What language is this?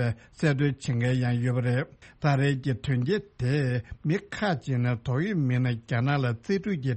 Tibetan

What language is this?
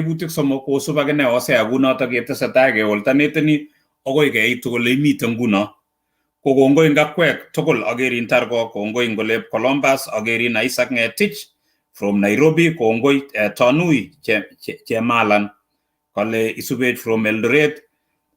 Kalenjin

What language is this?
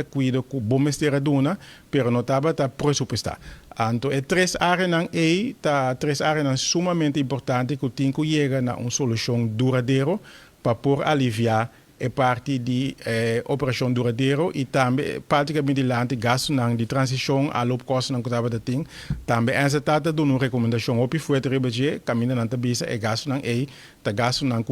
Papiamento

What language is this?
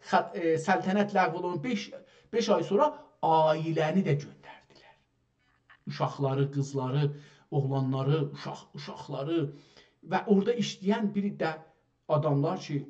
South Azerbaijani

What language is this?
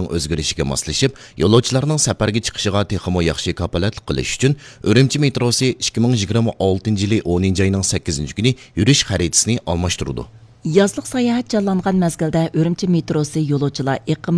Uyghur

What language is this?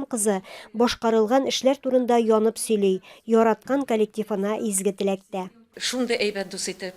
Tatar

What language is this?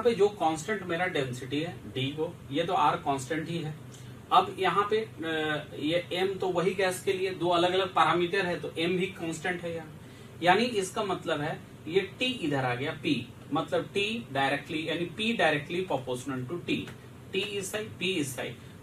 Hindi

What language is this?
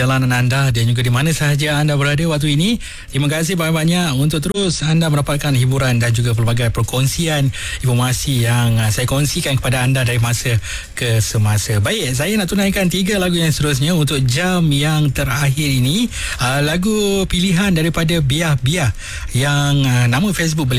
Malay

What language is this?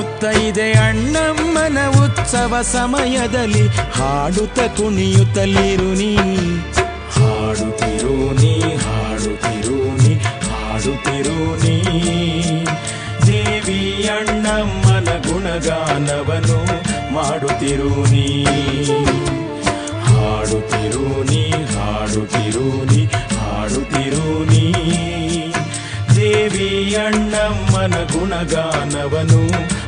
Kannada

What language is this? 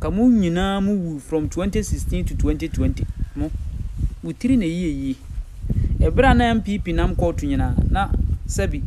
Akan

